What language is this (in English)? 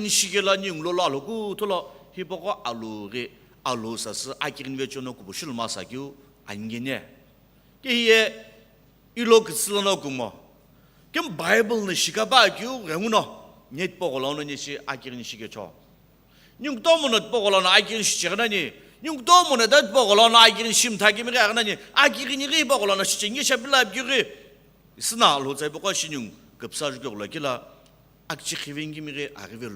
Sumi Naga